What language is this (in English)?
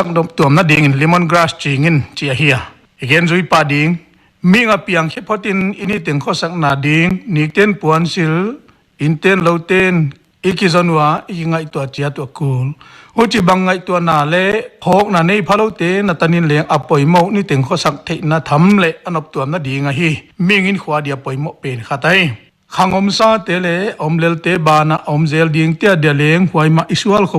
Paite Chin